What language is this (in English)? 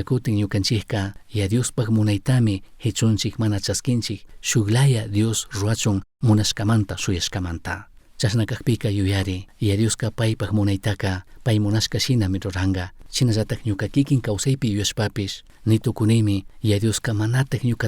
Chimborazo Highland Quichua